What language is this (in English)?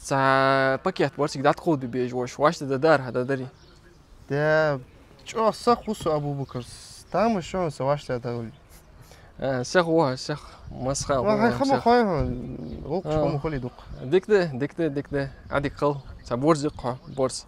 Ingush